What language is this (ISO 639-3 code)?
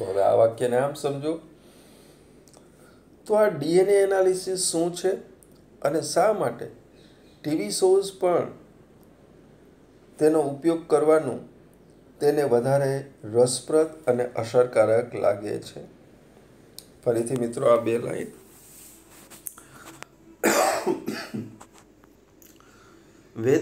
guj